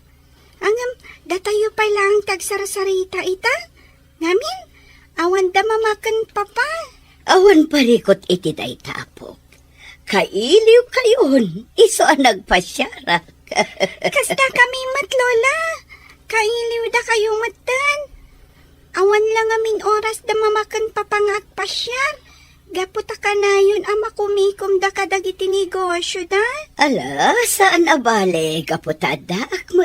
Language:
Iloko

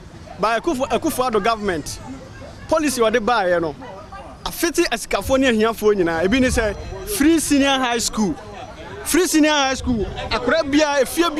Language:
Akan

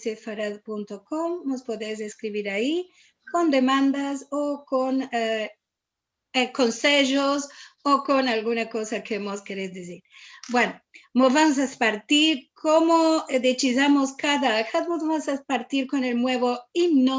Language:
Ladino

